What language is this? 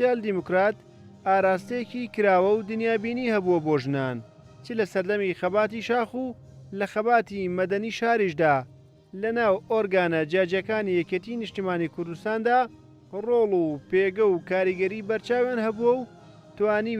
Central Kurdish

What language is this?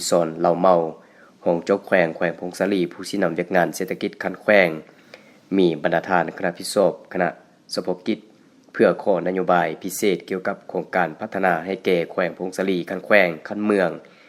Lao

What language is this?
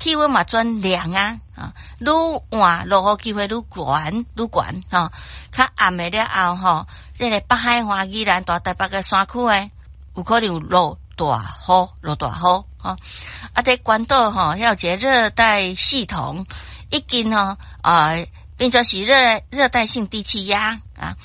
Min Nan Chinese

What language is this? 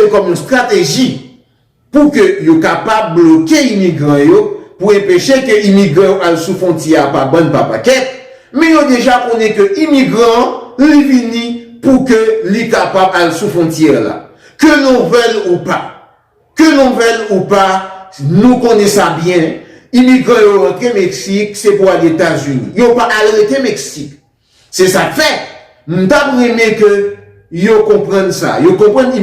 Haitian Creole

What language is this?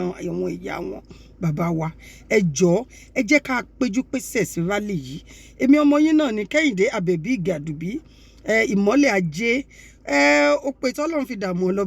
Yoruba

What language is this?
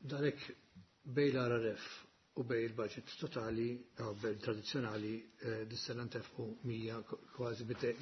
Maltese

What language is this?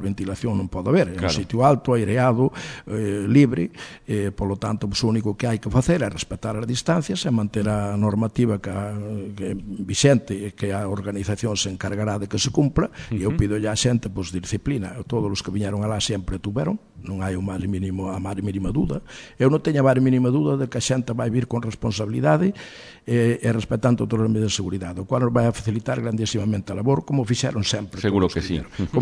Galician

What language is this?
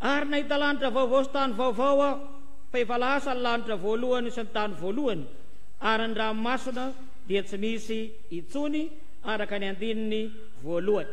Malagasy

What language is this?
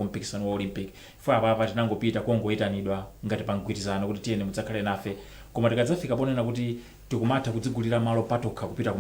Nyanja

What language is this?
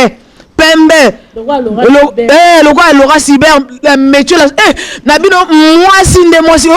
Lingala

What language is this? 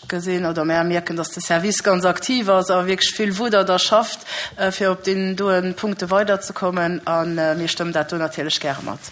Luxembourgish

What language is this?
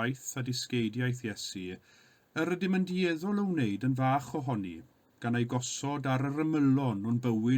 Welsh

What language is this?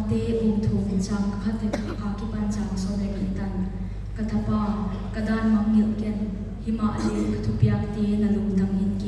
Paite Chin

